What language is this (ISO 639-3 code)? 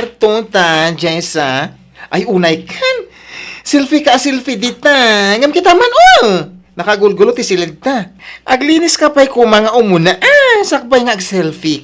ilo